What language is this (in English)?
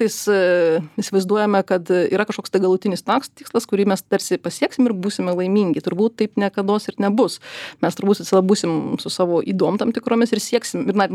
Lithuanian